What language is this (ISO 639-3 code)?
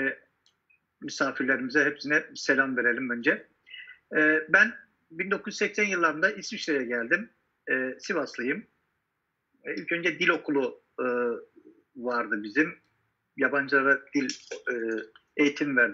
tur